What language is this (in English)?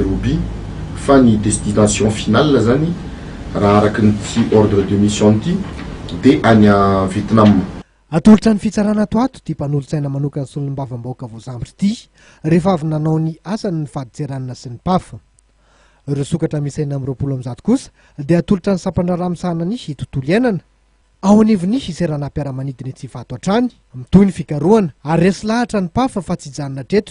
Malagasy